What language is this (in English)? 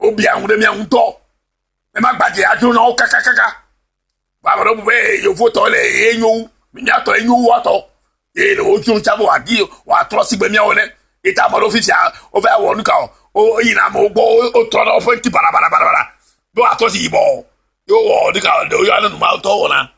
Ewe